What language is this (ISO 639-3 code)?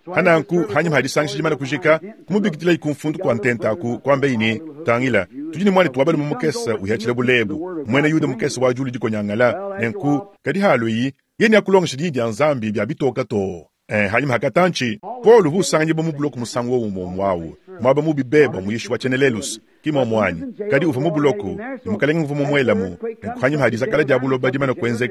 lua